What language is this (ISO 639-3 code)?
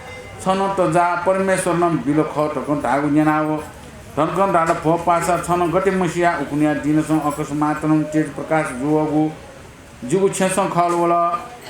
new